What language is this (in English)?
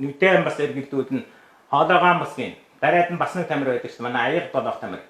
Mongolian